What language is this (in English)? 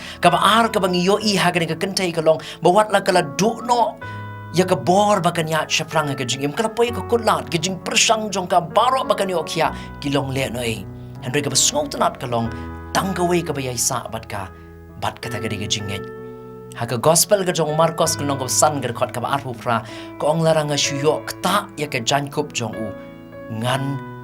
Khasi